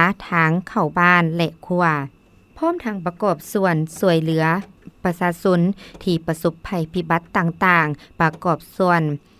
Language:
Lao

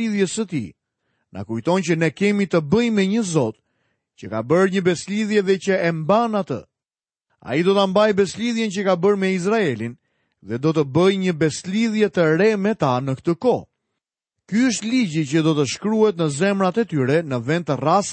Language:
Albanian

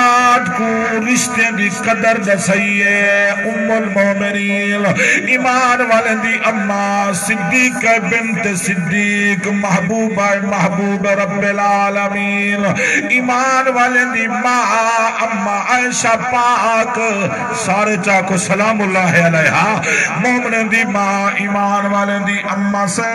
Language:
Saraiki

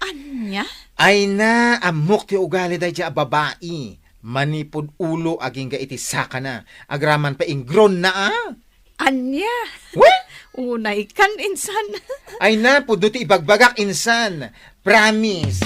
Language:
Iloko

